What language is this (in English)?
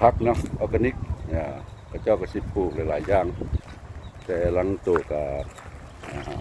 Lao